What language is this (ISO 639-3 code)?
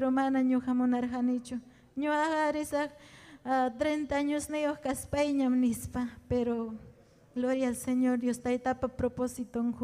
quy